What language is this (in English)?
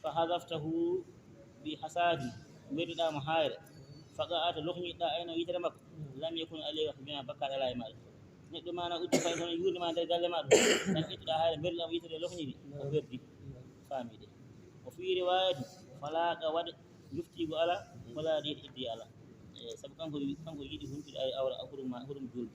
Fula